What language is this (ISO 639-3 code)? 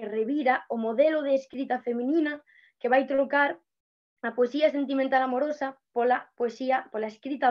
glg